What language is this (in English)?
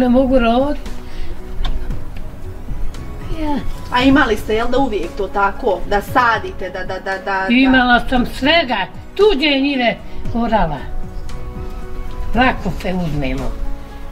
Bosnian